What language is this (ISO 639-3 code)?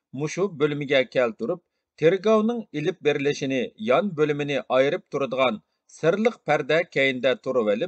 uig